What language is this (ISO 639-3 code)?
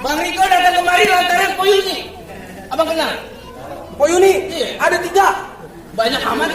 bew